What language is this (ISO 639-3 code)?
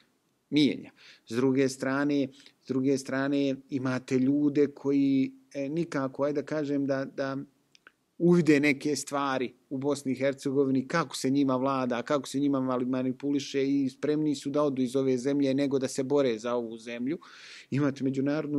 bos